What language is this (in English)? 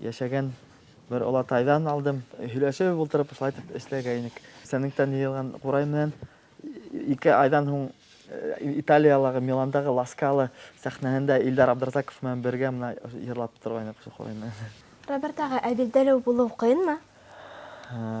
Bashkir